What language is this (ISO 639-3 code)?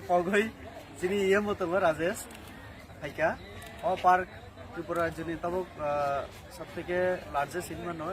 trp